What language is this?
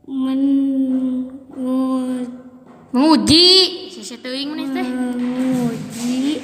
Sundanese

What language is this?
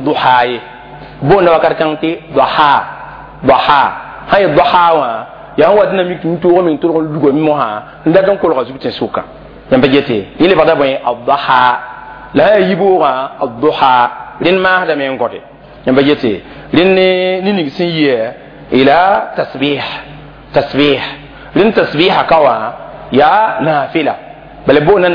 Mossi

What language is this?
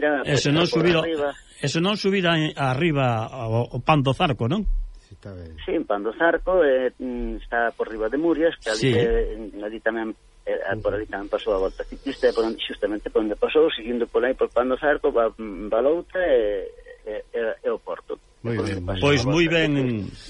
Galician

